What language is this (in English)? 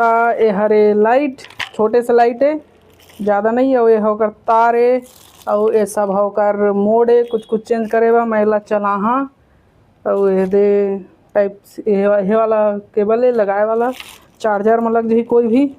Chhattisgarhi